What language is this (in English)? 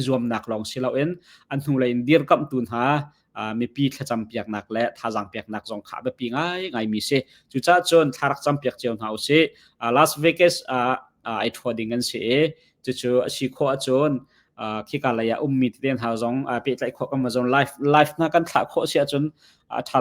Hakha Chin